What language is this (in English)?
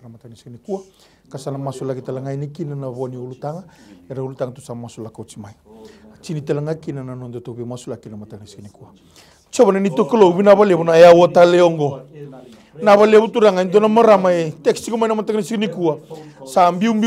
Fijian